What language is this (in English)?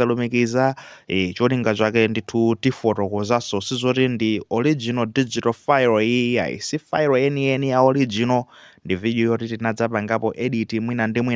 Nyanja